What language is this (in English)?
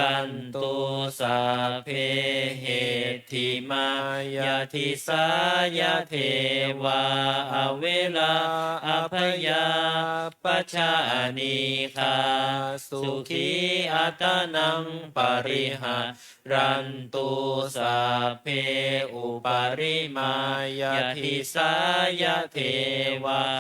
Pali